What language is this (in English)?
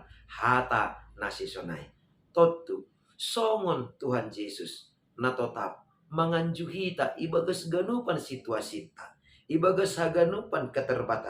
Batak Simalungun